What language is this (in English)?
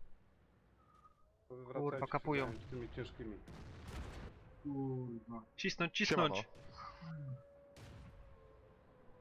Polish